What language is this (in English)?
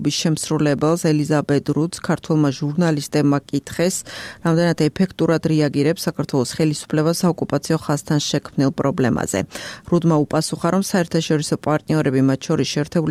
Georgian